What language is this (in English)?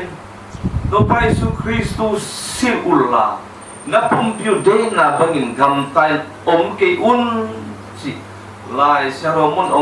Tedim Chin